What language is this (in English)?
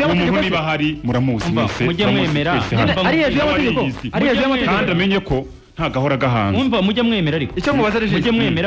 Kinyarwanda